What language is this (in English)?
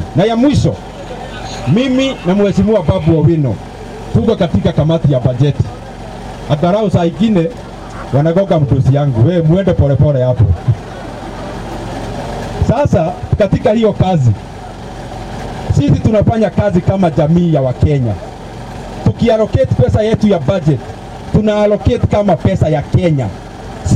Swahili